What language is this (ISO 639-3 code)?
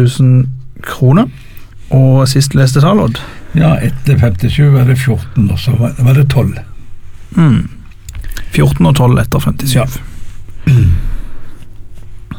nor